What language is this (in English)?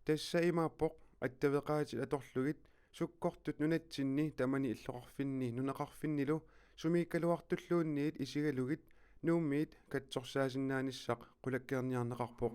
Kalaallisut